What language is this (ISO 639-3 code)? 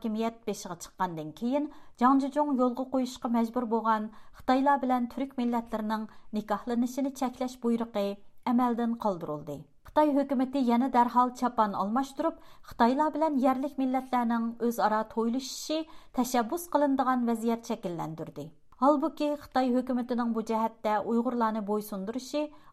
uig